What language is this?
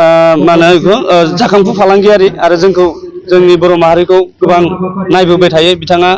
Bodo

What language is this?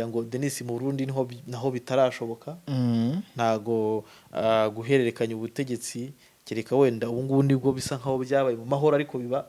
Kinyarwanda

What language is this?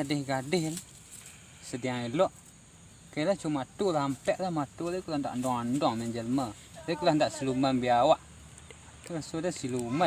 Minangkabau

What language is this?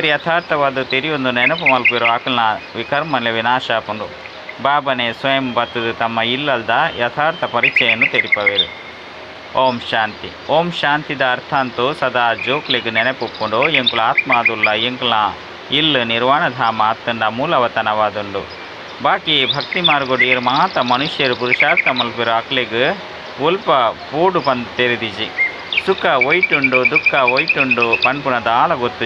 Tulu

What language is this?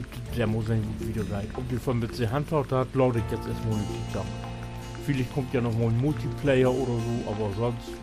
Low German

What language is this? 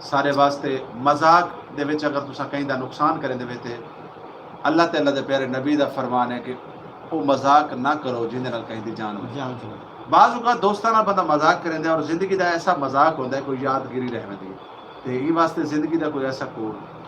Saraiki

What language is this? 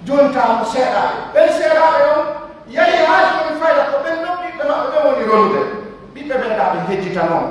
Pular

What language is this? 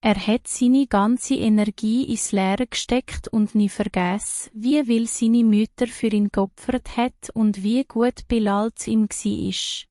Swiss German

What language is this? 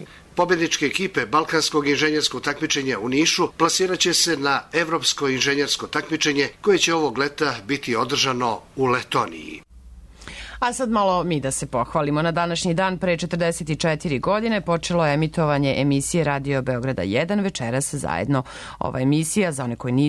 Serbian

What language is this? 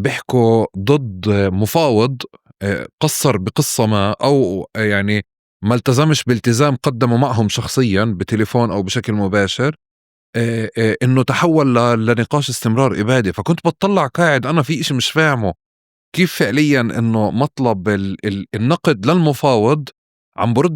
North Levantine Arabic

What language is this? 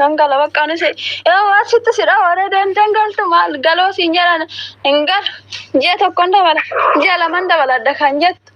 Oromo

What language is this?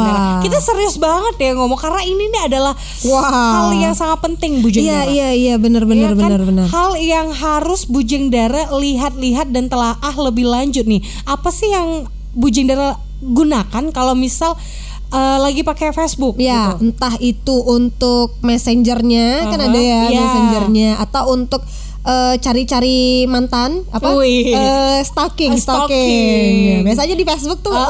Indonesian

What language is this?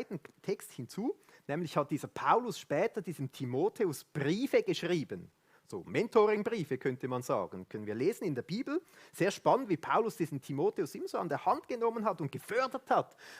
Swiss German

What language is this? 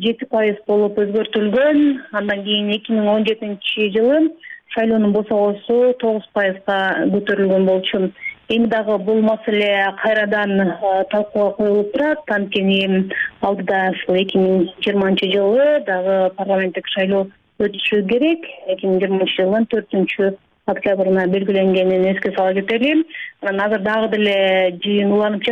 Kyrgyz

